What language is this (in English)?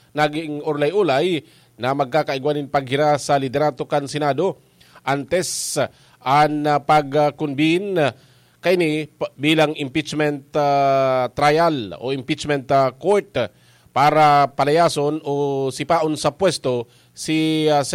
Bikol